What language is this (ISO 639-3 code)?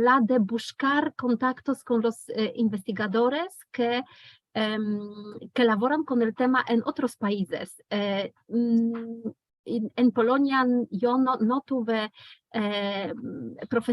lad